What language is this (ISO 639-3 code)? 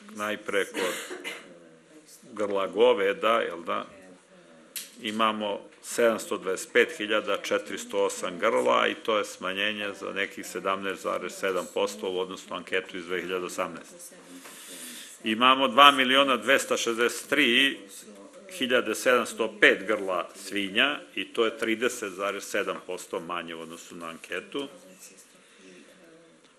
srp